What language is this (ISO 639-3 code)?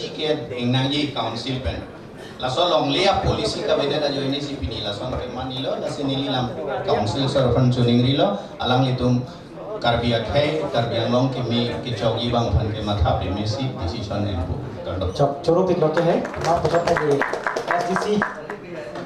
mjw